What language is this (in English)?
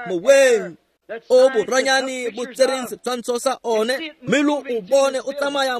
Tswana